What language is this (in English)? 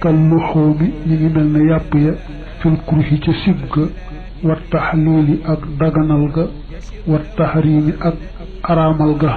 Wolof